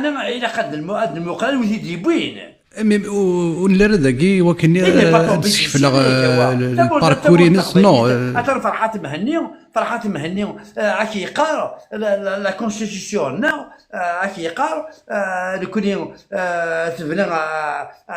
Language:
Kabyle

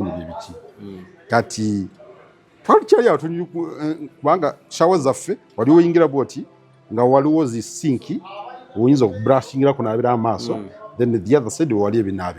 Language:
Ganda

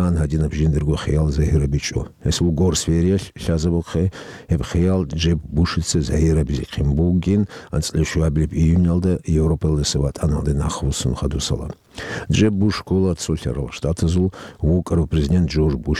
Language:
Avaric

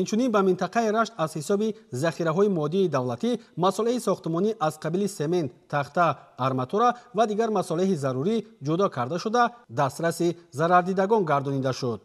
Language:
Tajik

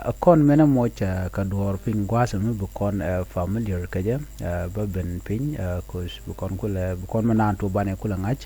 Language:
Nuer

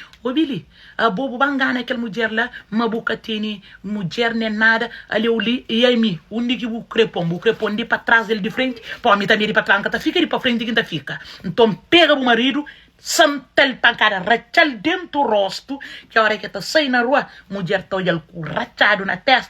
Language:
Kabuverdianu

